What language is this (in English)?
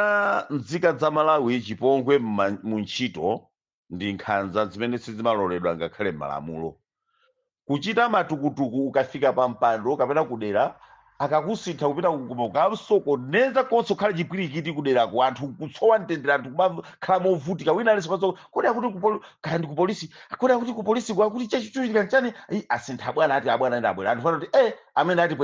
Nyanja